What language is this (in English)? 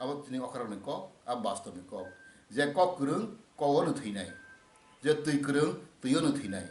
Kok Borok